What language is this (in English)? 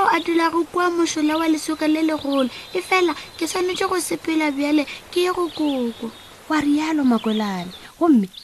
Northern Sotho